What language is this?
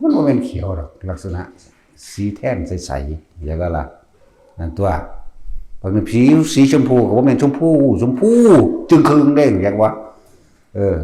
Northeastern Thai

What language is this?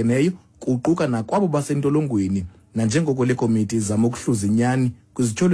Xhosa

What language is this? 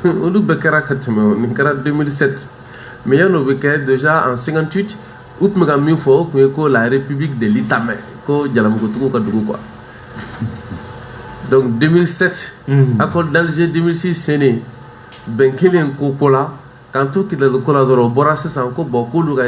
Bambara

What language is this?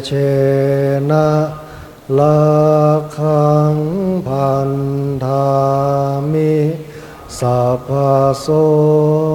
Pali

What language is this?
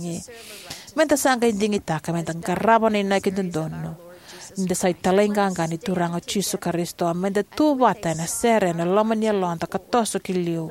Fijian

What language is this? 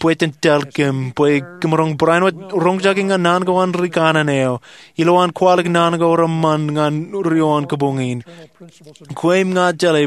Marshallese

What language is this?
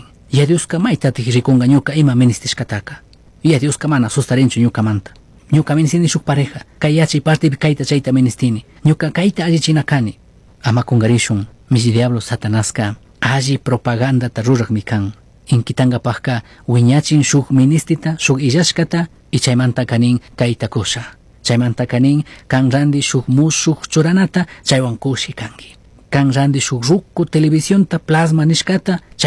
Chimborazo Highland Quichua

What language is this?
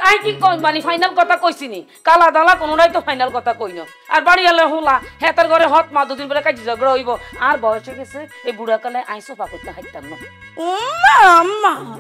Bangla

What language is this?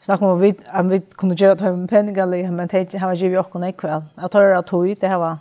Faroese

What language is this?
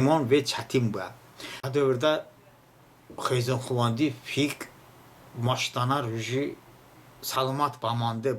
Talysh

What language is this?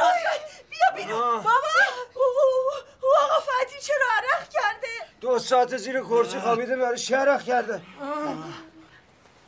Persian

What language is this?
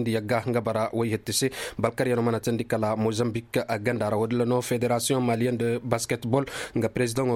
Koyraboro Senni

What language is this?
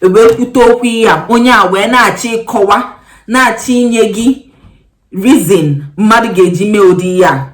Igbo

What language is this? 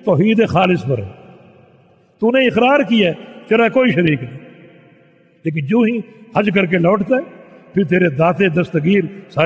Urdu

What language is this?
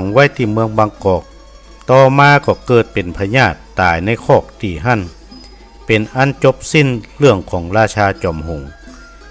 Northern Thai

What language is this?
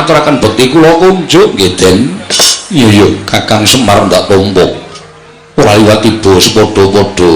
Javanese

